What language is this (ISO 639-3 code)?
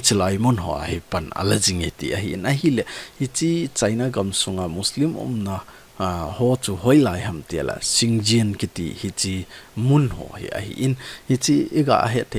tcz